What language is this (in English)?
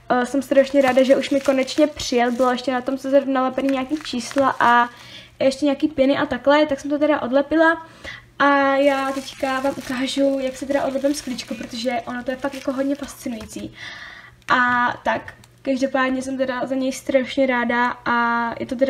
Czech